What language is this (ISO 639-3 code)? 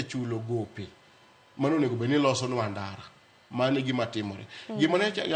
luo